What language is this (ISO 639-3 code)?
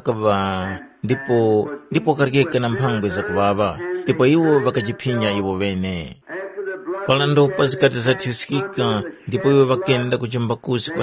tum